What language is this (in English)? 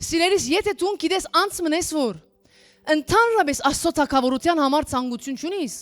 Western Armenian